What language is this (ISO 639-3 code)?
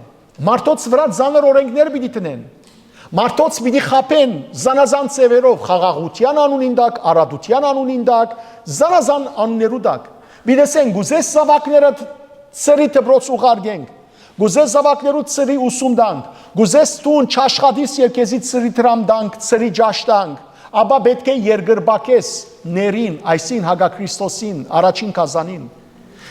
hyw